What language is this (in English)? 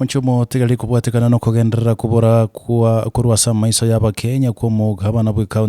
Gusii